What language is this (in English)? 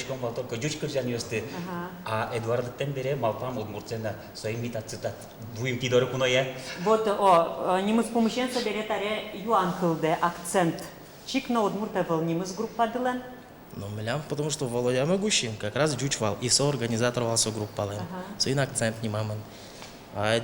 Udmurt